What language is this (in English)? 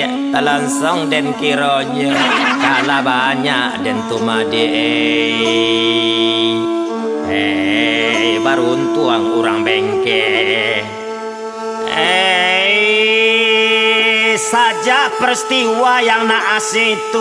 Minangkabau